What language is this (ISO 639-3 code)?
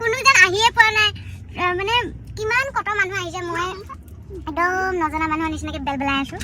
asm